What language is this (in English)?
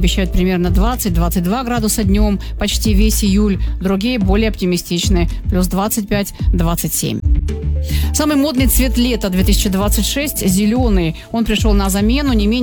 Russian